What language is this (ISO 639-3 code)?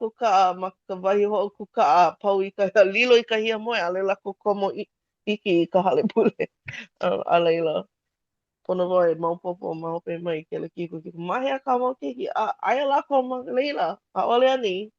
haw